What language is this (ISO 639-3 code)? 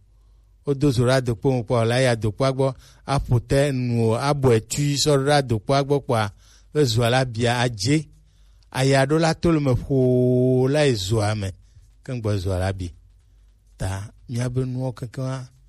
gej